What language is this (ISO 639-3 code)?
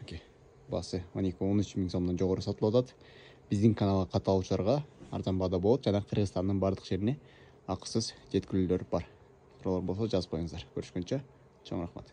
kir